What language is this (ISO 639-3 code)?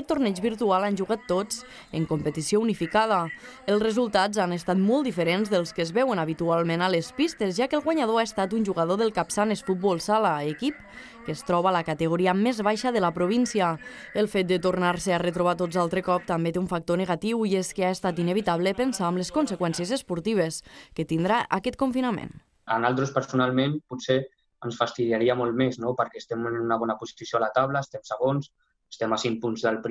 cat